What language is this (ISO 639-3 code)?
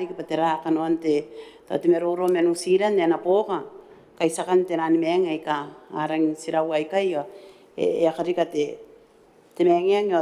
gil